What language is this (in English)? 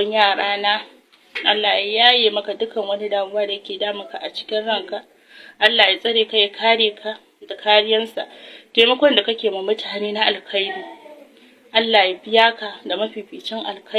Hausa